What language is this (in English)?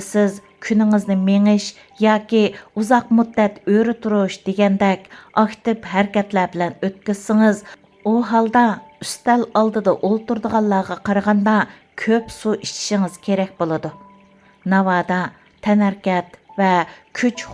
Uyghur